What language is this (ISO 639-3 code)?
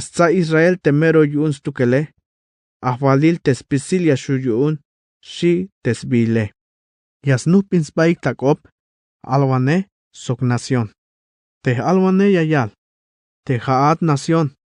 tzh